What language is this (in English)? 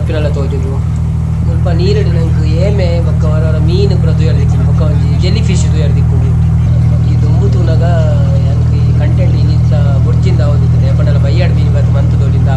Tulu